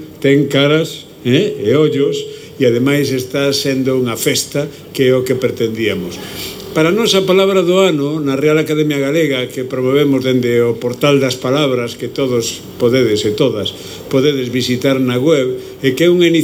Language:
Galician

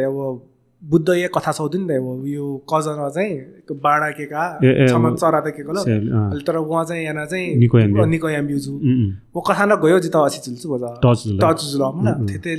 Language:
Newari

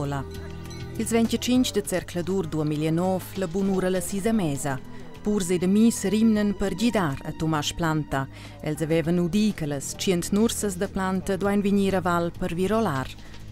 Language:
Romansh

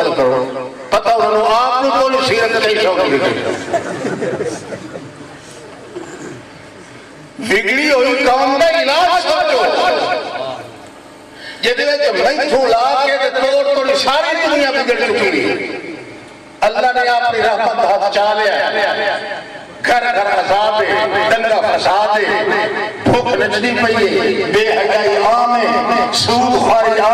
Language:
Urdu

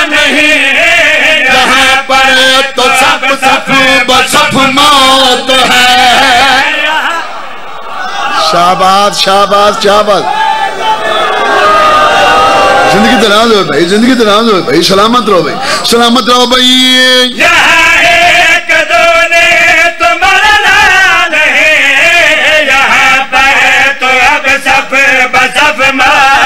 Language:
Urdu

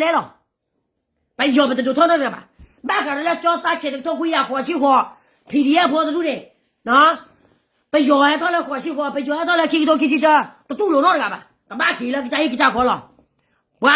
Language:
S'gaw Karen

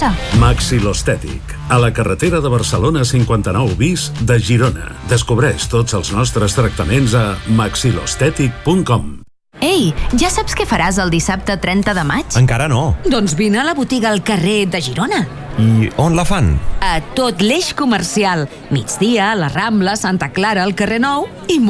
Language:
Catalan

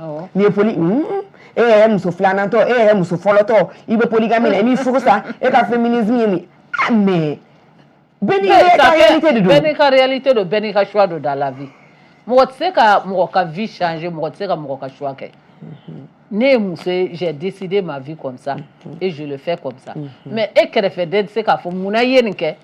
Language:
Bambara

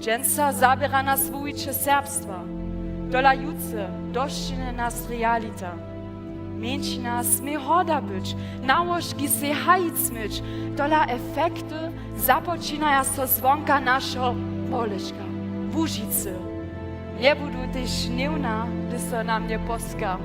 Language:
Upper Sorbian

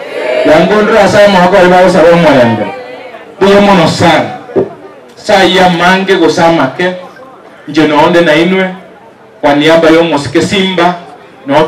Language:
Gusii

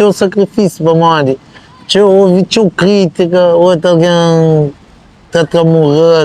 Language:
Kabuverdianu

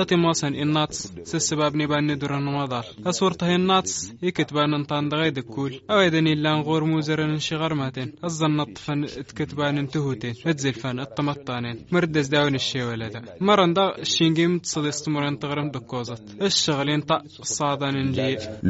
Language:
Tamasheq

